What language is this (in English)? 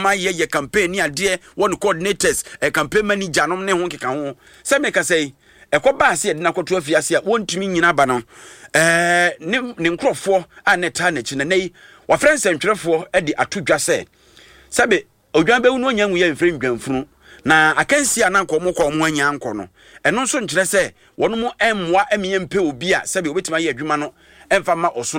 Akan